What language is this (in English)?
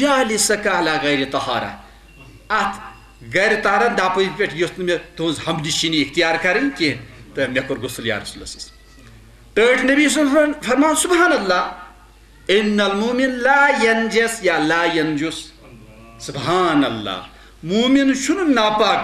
Kashmiri